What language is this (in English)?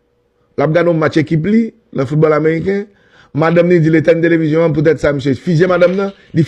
Haitian Creole